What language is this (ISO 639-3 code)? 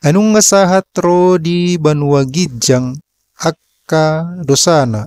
bbc